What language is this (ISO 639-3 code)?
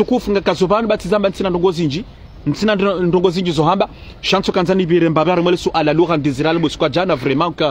zdj